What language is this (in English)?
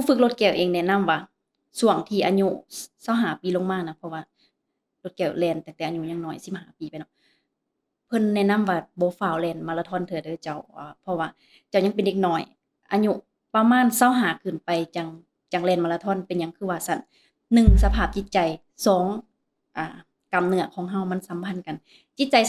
Lao